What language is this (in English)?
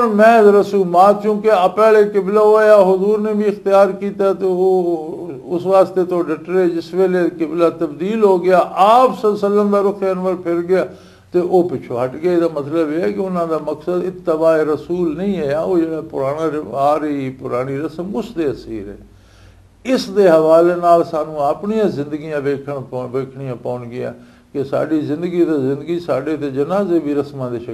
Western Panjabi